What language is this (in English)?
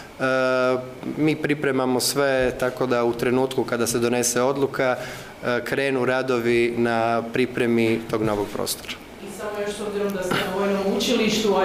Croatian